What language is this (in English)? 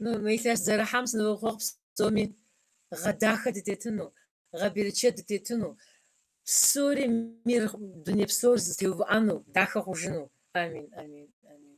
Kabardian